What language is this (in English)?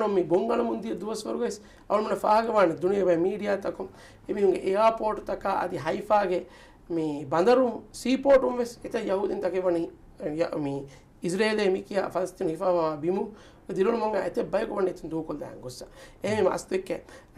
Divehi